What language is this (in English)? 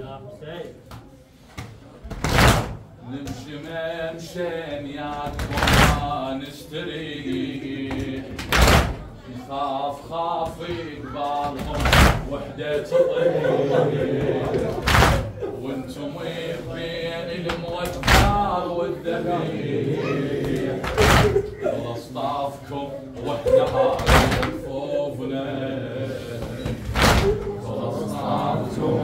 Mesopotamian Arabic